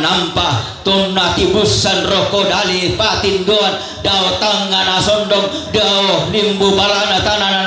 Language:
Toraja-Sa'dan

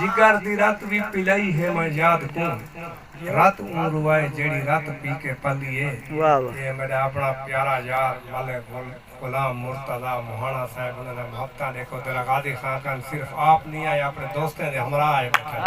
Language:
Saraiki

